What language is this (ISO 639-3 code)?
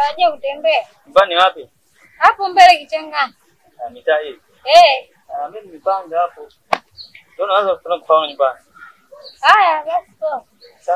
swa